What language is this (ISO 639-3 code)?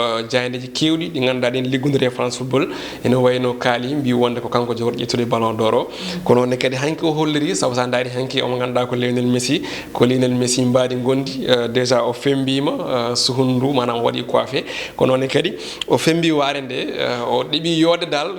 ful